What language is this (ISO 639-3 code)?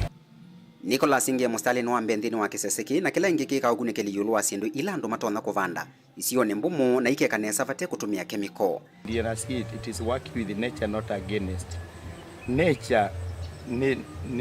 kam